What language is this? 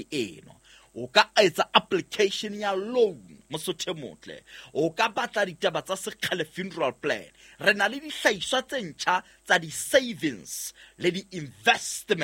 Southern Sotho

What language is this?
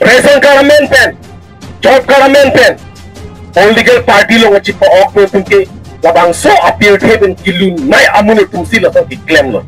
Karbi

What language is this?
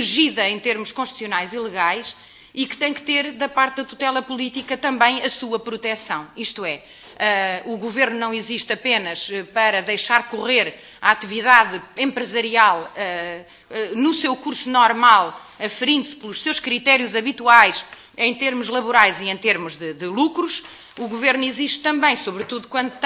Portuguese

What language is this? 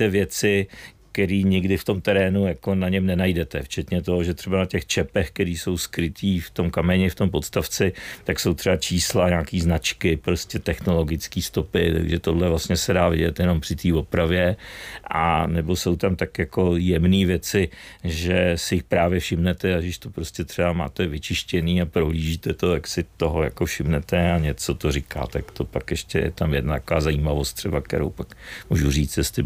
Czech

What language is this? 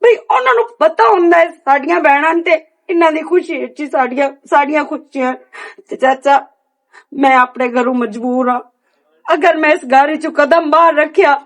Western Panjabi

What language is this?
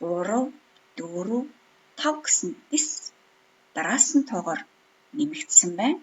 Mongolian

